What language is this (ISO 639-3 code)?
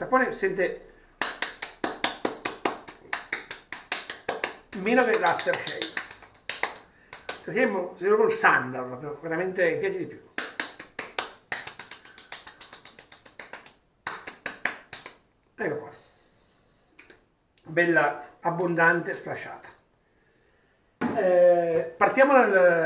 ita